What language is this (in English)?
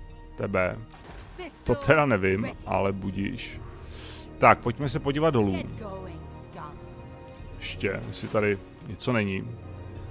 Czech